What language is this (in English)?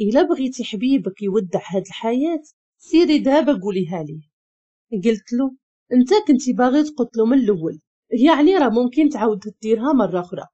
Moroccan Arabic